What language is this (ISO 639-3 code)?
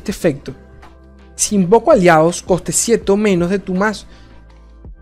spa